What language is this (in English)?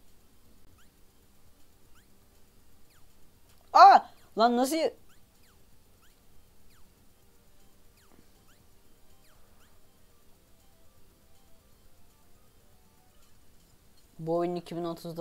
Turkish